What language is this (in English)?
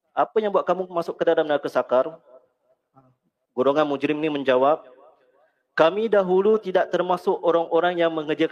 Malay